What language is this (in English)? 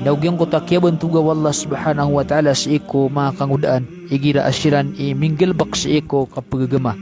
Maranao